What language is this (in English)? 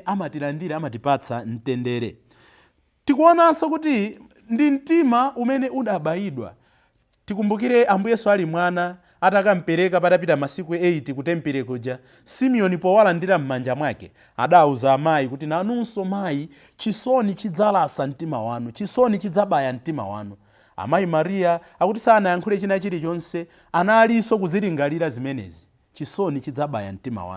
Nyanja